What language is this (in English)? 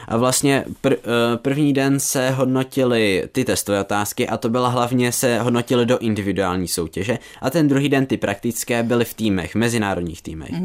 Czech